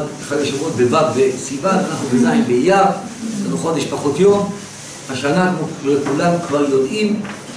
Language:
Hebrew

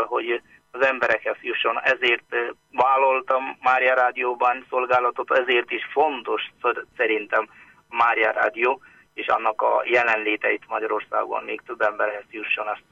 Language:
Hungarian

